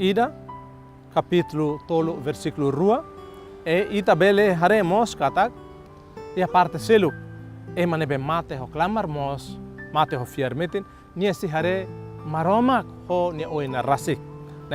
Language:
Tetum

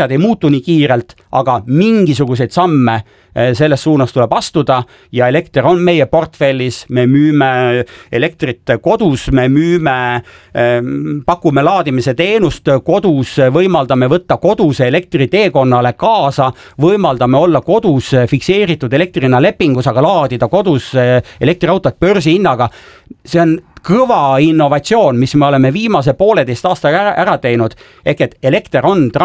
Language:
Estonian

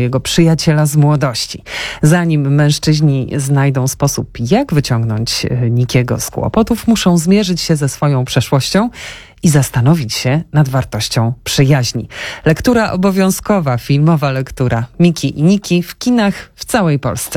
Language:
Polish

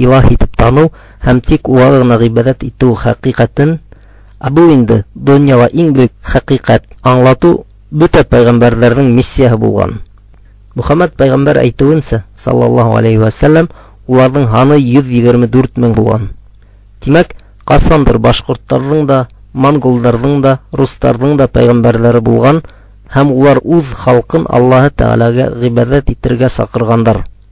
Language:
Bashkir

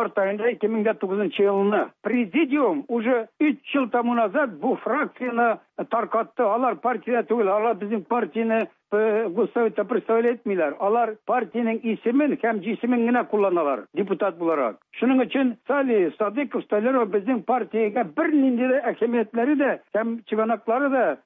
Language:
Tatar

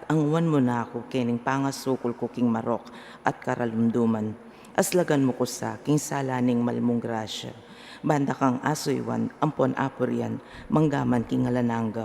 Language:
Pampanga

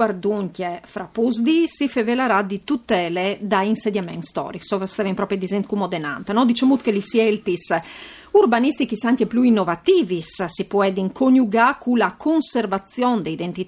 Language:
Friulian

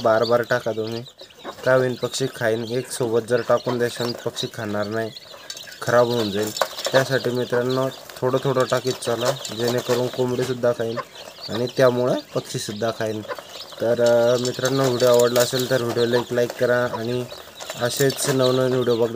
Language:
Marathi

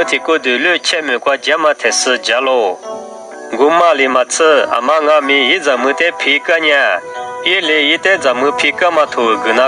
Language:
Lisu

